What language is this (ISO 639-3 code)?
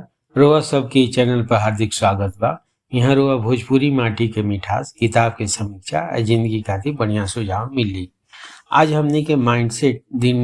bho